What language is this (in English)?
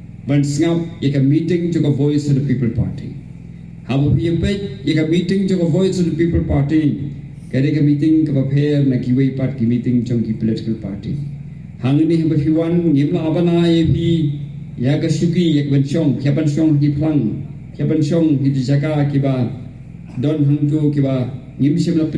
Khasi